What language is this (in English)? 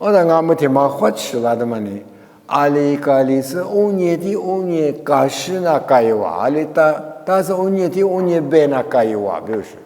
Lisu